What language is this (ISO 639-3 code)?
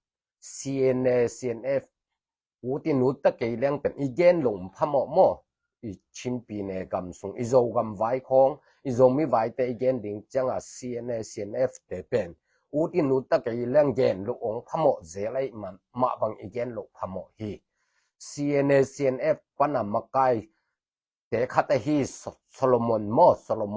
ctd